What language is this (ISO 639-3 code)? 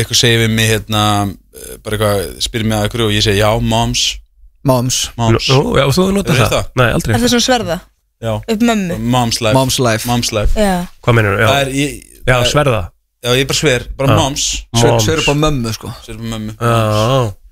isl